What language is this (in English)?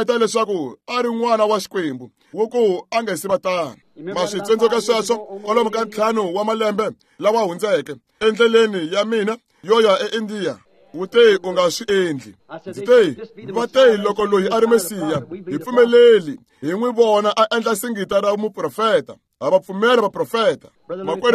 Tsonga